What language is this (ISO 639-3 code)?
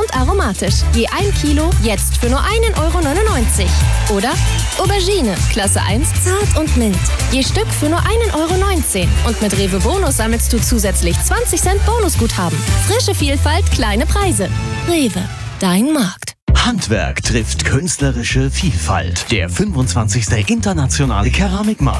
deu